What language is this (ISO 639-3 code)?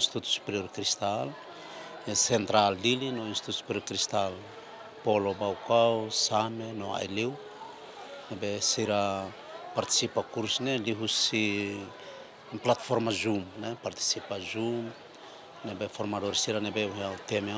tet